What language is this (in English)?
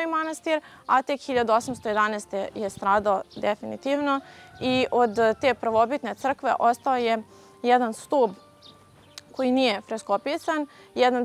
Serbian